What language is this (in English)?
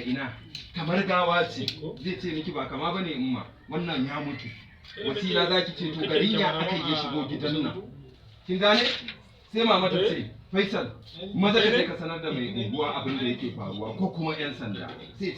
Hausa